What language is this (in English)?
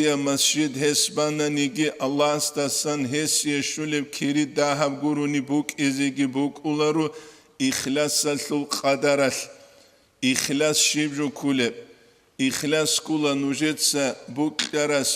Avaric